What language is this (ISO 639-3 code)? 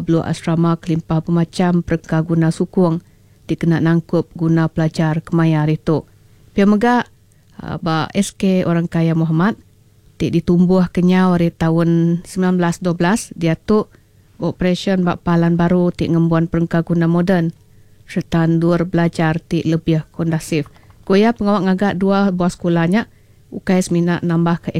iba